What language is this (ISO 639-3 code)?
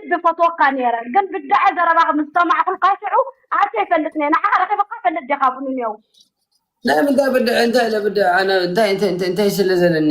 tir